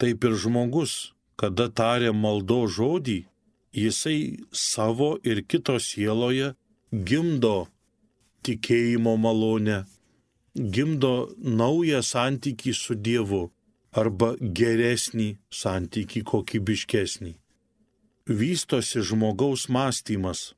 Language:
Lithuanian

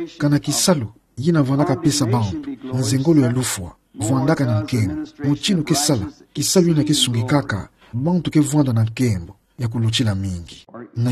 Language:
Kituba (Democratic Republic of Congo)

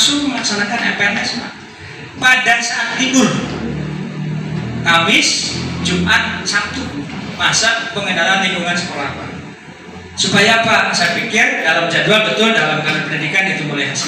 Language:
Indonesian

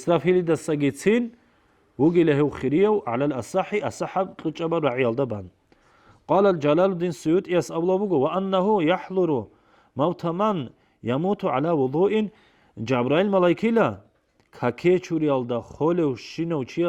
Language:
Avaric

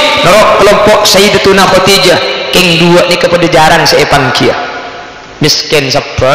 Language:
Madurese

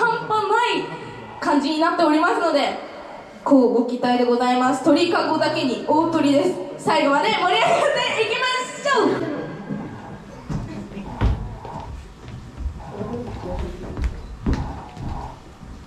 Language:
Japanese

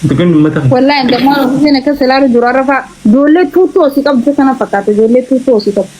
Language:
Oromo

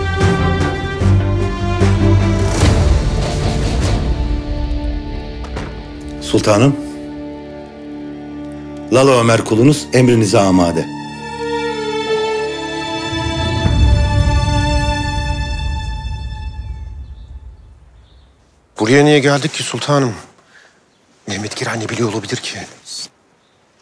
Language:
Turkish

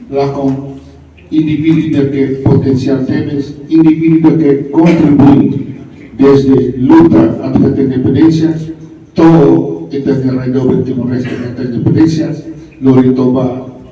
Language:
Tetum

